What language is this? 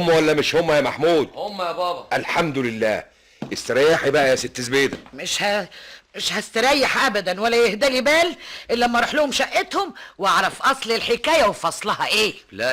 Egyptian Arabic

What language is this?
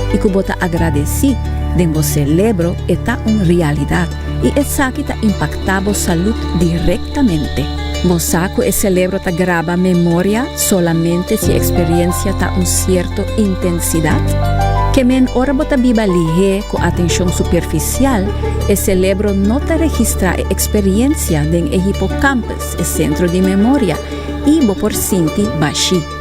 Papiamento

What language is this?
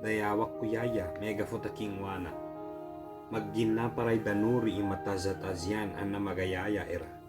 Ibanag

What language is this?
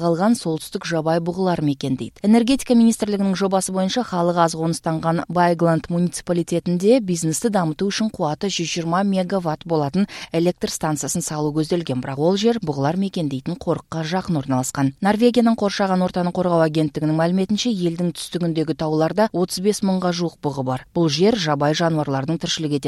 Kyrgyz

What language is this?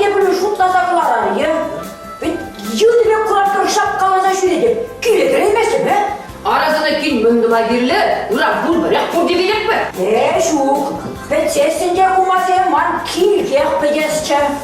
Chuvash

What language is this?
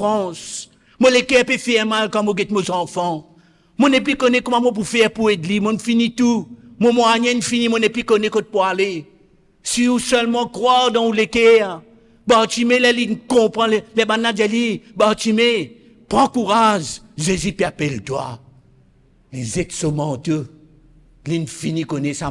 Morisyen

